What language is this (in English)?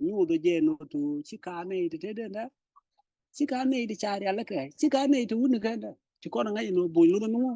Nuer